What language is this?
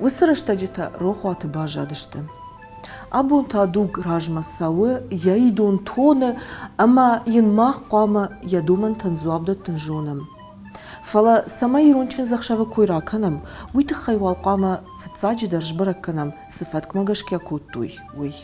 Ossetic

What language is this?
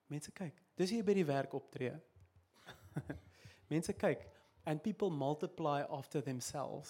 Afrikaans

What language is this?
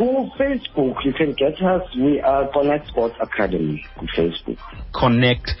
Xhosa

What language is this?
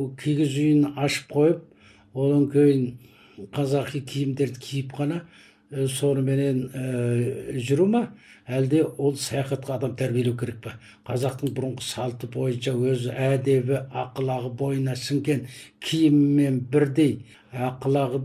Kazakh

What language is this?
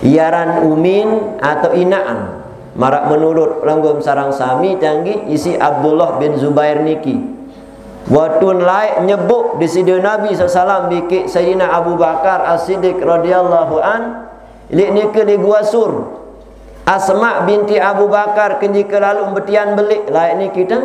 Sasak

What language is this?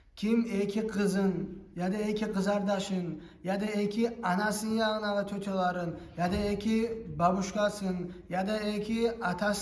Kumyk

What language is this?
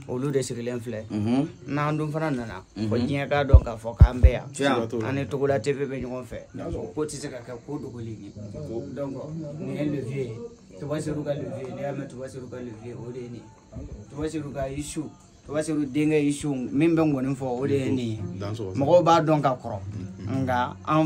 Bambara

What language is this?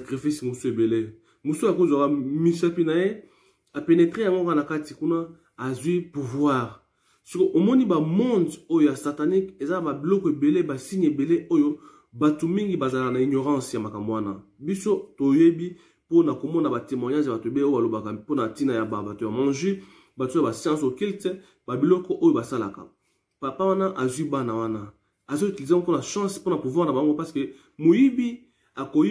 Lingala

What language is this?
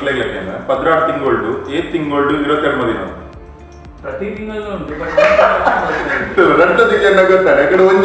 Tulu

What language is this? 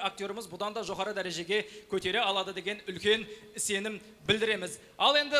Kara-Kalpak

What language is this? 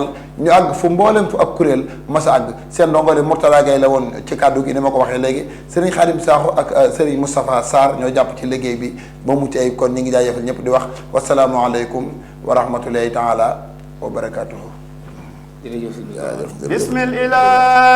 Wolof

